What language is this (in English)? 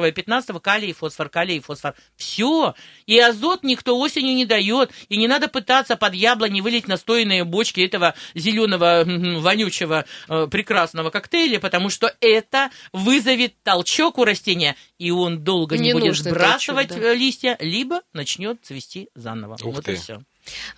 Russian